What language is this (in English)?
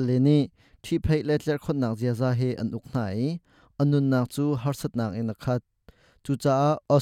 Hakha Chin